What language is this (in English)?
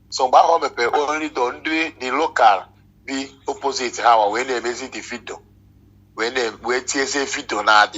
Igbo